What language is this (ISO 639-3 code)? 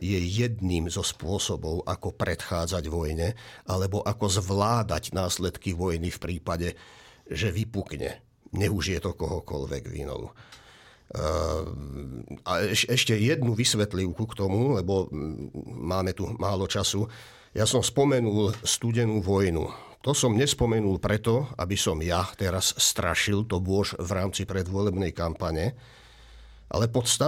slk